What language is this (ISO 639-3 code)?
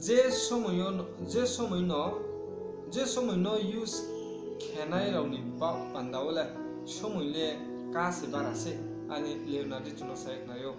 ria